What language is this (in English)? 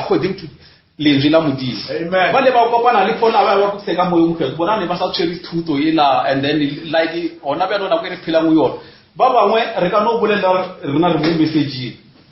Northern Sotho